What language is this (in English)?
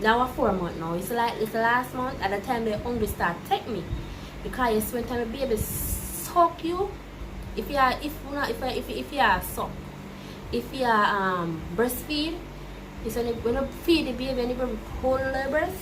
Jamaican Creole English